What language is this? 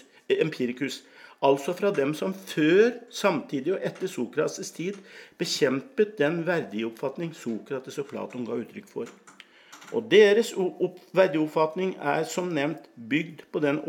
Norwegian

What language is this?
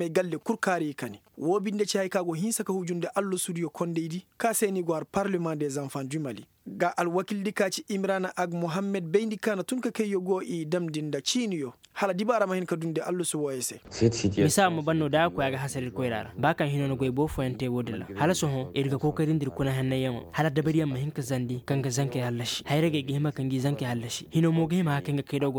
Koyraboro Senni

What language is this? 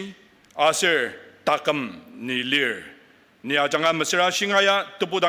Ao Naga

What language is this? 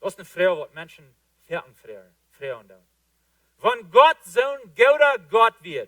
Plautdietsch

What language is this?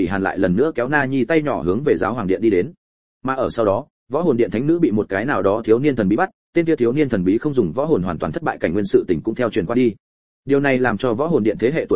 Vietnamese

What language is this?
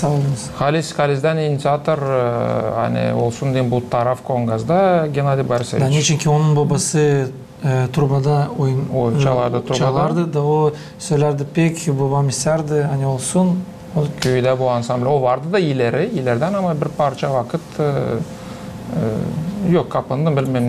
Gagauz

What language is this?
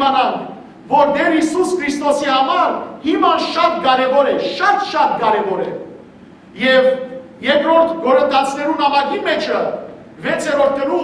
Western Armenian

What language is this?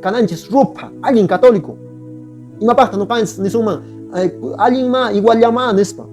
Quechua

